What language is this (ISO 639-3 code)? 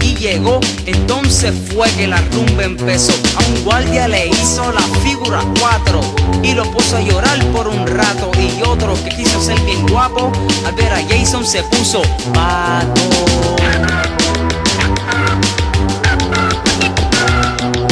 spa